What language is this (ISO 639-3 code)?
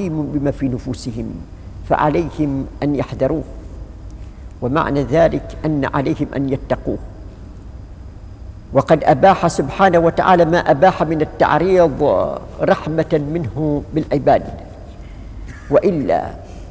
ara